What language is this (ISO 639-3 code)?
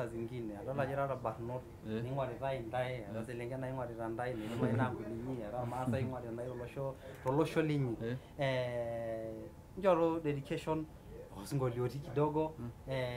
mas